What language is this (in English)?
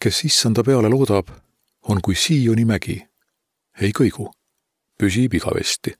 Estonian